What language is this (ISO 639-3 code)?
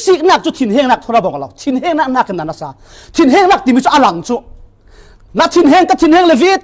cfm